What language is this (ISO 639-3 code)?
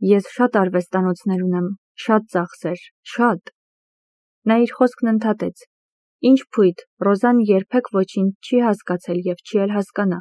hye